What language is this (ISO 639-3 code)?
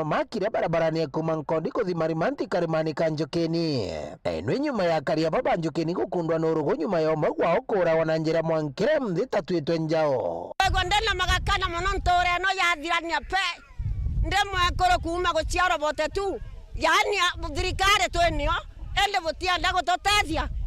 mer